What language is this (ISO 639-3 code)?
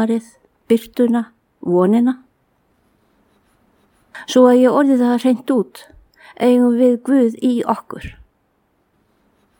isl